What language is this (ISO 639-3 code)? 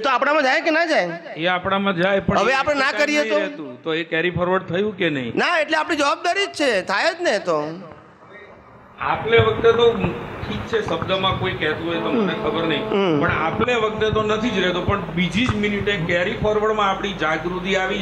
guj